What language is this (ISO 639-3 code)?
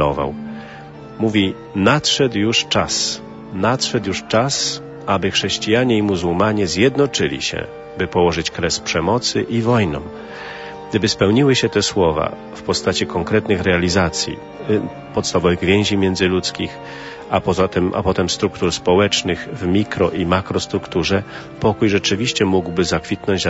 pol